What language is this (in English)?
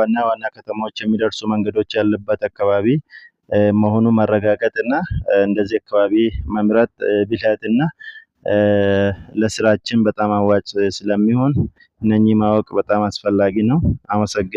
Amharic